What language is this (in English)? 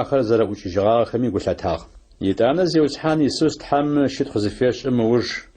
Adyghe